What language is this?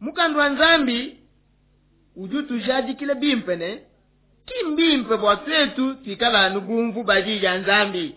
Luba-Lulua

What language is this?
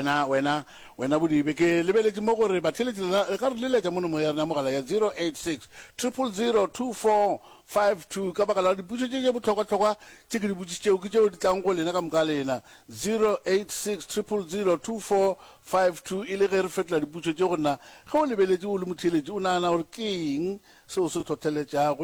Northern Sotho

